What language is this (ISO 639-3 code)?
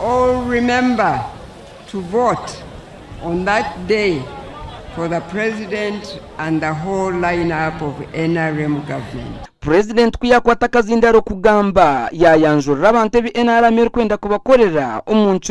nyn